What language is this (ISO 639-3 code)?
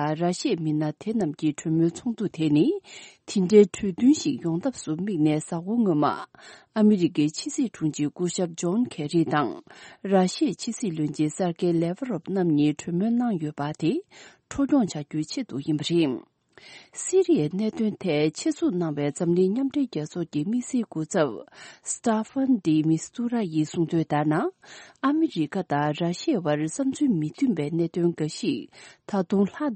bod